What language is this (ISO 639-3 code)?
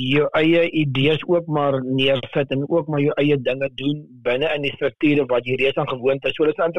afr